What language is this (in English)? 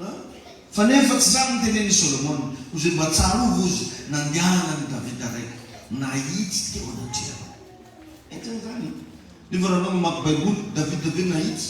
Malagasy